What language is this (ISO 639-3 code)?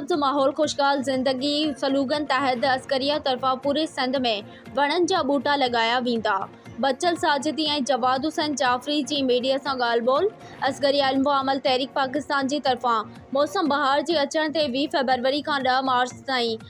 snd